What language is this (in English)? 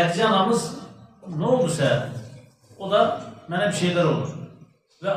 Azerbaijani